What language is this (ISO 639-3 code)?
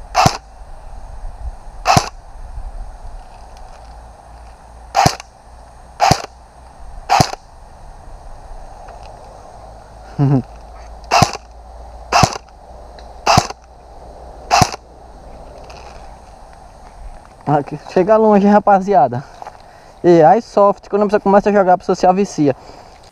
por